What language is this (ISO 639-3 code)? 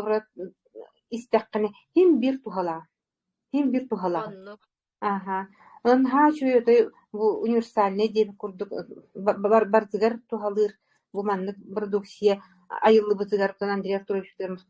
sah